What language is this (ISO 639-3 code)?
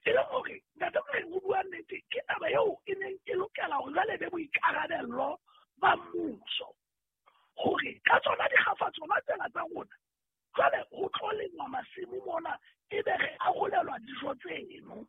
sot